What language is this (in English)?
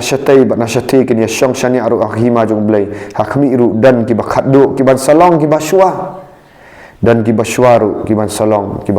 Khasi